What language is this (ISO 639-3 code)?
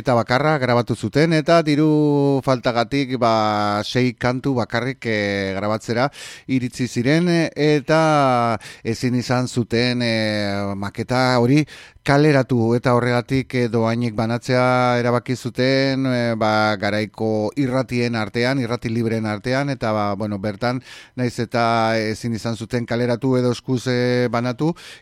eus